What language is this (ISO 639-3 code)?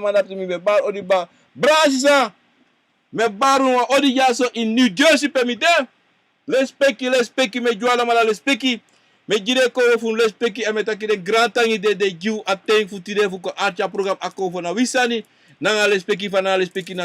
srn